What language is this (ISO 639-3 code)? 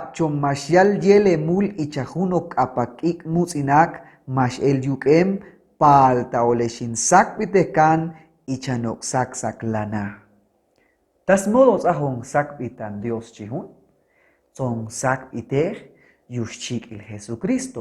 cac